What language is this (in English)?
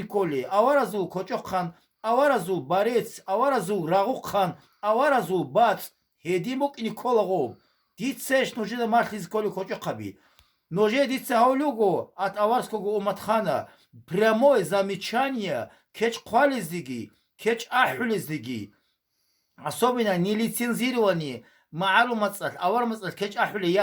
Avaric